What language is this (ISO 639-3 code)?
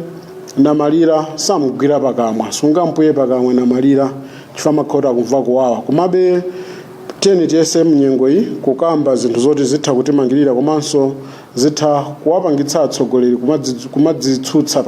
nya